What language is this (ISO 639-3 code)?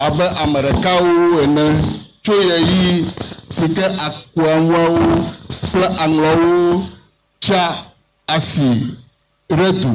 ewe